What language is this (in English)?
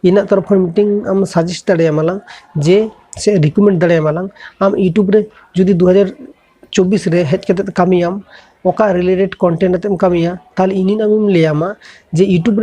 Santali